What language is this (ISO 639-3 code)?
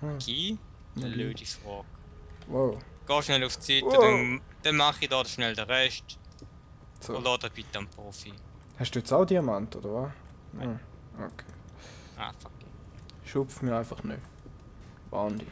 gsw